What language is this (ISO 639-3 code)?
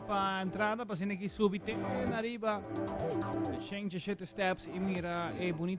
pap